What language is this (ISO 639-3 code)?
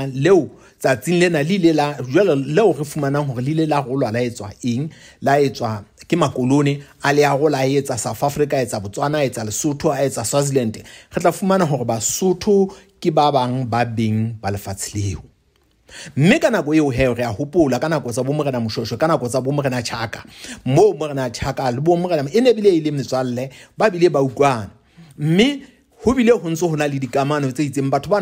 sot